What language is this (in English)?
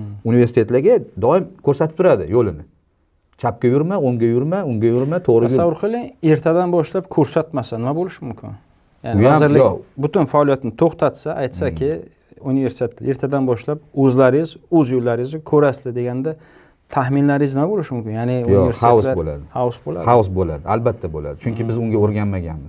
Uzbek